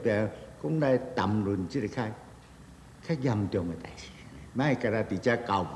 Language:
Min Nan Chinese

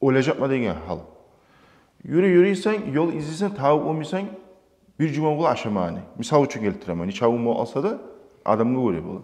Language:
Kumyk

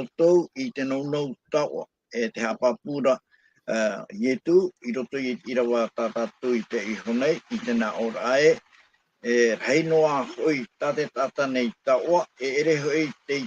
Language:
Tahitian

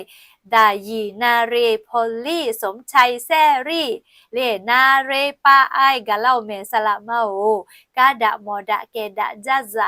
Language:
Lahu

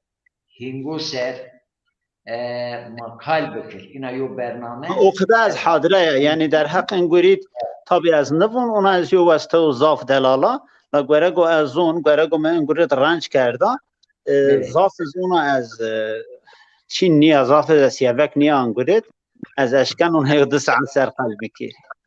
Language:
Zaza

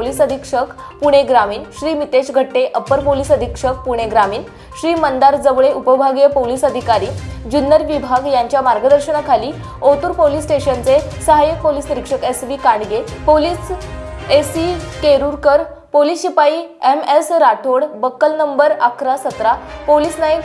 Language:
Marathi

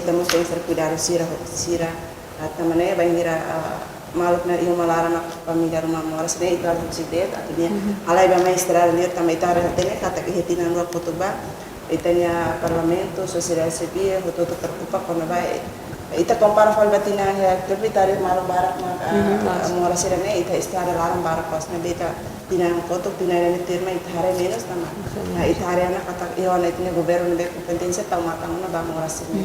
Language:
Tetum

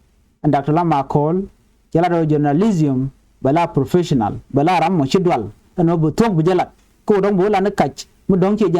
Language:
Nuer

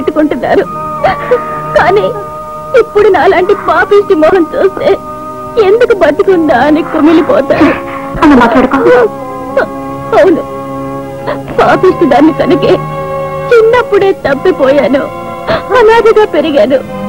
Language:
Telugu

